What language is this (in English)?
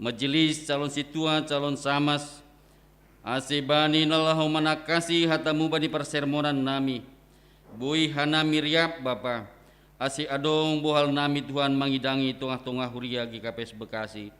Batak Simalungun